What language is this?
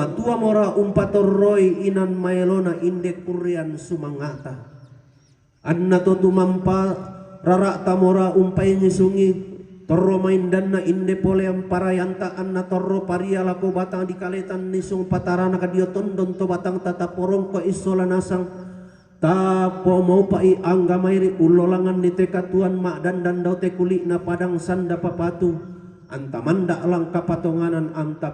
Toraja-Sa'dan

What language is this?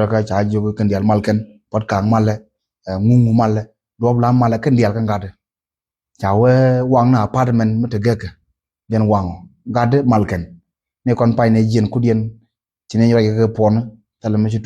Nuer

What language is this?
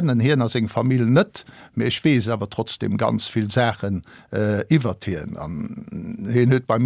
Luxembourgish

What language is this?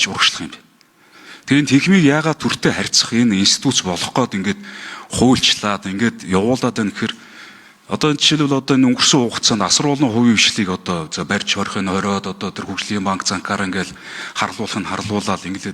Mongolian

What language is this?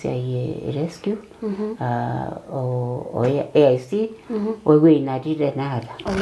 Masai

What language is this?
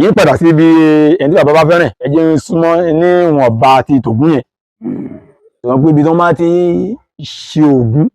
Yoruba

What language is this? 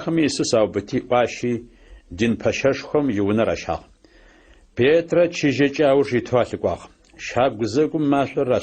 Adyghe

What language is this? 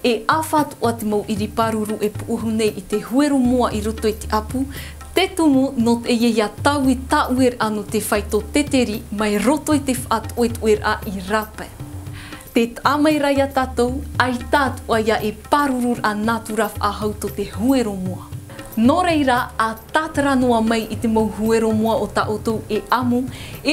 Tahitian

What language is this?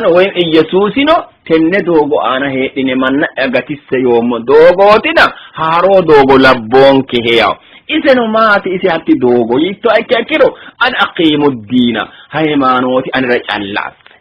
Sidamo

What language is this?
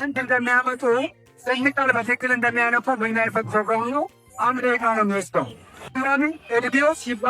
Amharic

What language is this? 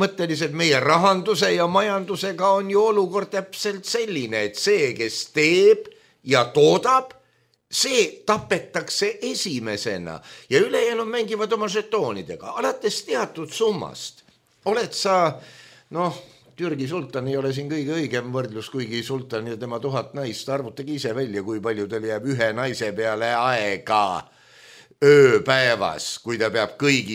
Estonian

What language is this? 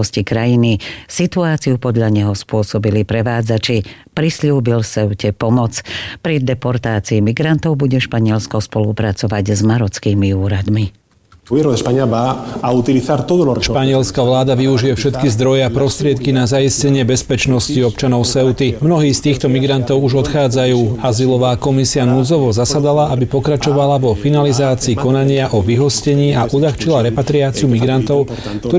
Slovak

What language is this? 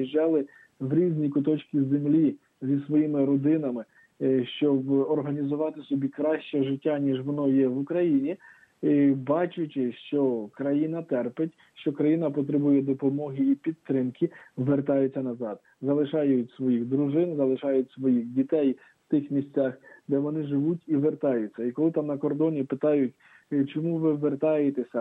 Ukrainian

